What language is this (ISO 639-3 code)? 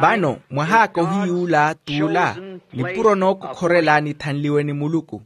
vmw